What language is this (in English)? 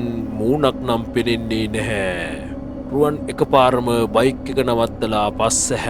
Sinhala